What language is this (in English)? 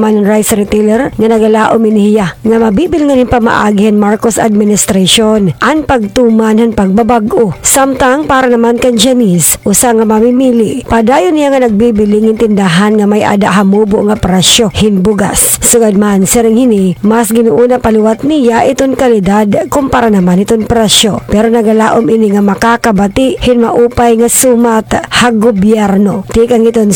Waray